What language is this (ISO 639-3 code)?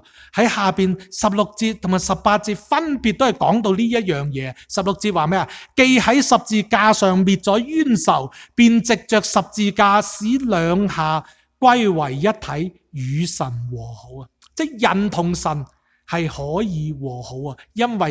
yue